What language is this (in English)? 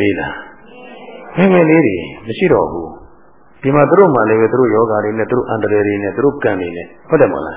Burmese